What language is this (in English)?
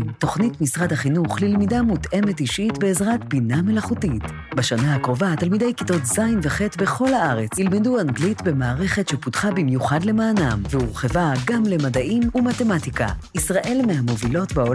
Hebrew